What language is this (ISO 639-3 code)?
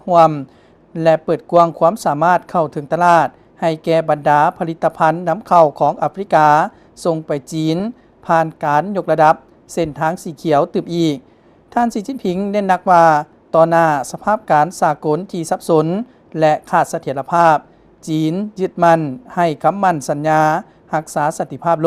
lao